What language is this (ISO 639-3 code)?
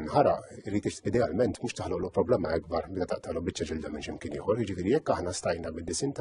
mlt